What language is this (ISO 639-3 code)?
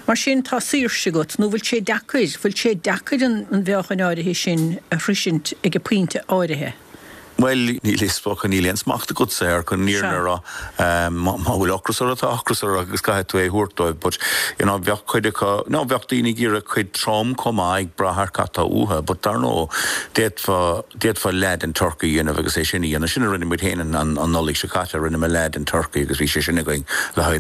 gle